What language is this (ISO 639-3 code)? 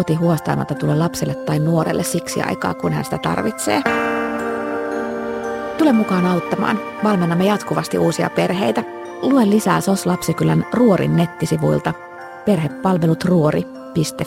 fin